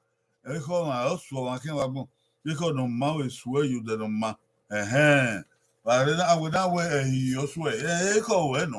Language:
Bini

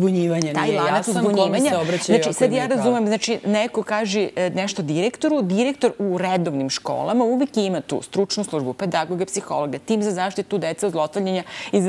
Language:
Serbian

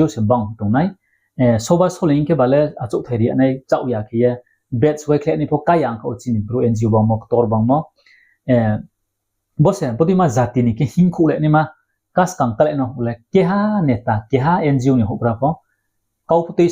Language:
Riang (India)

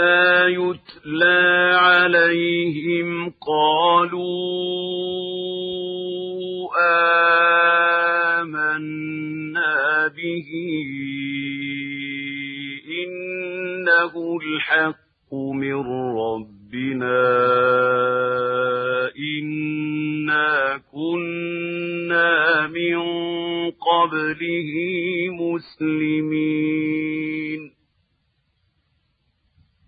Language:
Arabic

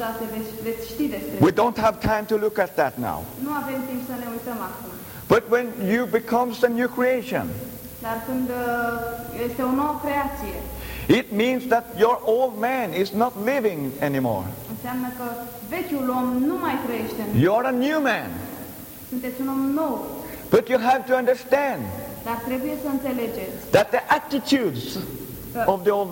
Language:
Romanian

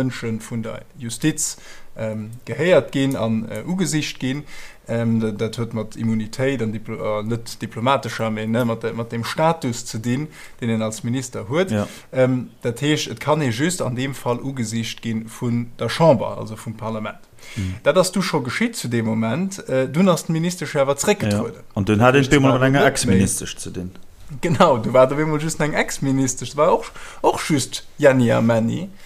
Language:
Luxembourgish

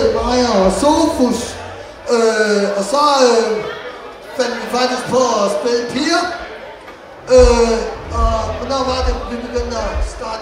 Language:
Danish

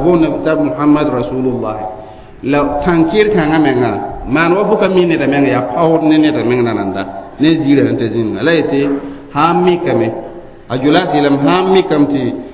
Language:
Mossi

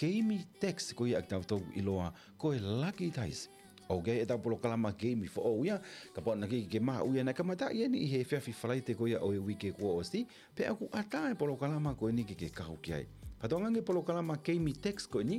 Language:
Tongan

